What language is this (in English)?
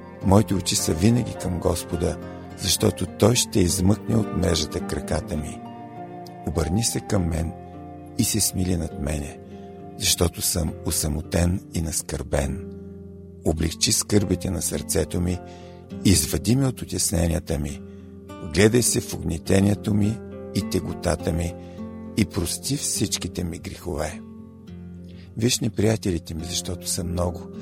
Bulgarian